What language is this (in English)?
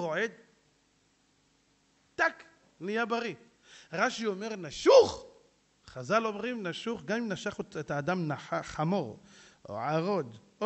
Hebrew